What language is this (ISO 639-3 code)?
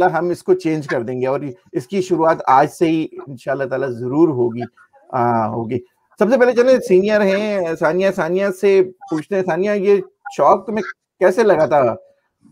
hin